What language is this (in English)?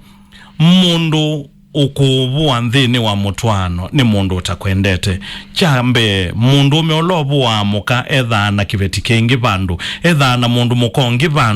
Kamba